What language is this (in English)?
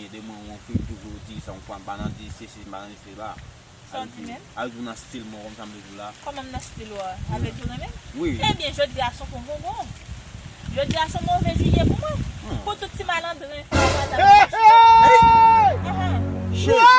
Haitian Creole